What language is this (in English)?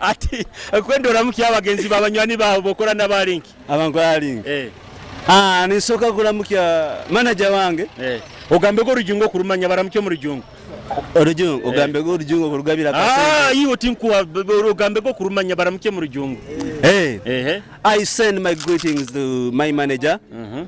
Nyoro